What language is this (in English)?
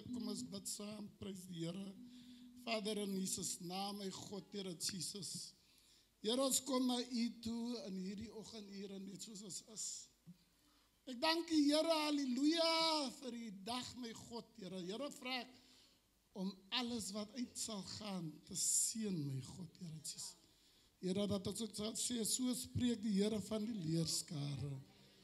Afrikaans